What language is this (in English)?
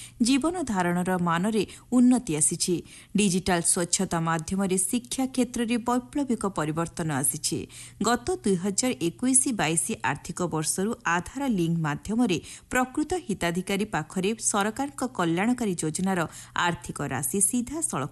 Odia